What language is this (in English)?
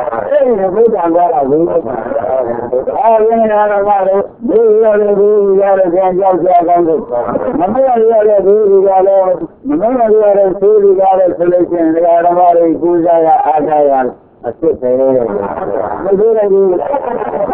Burmese